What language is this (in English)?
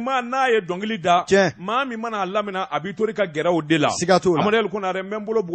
Bambara